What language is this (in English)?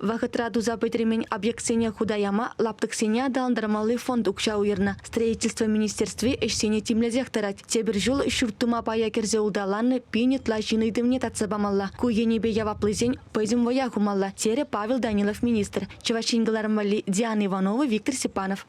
Chuvash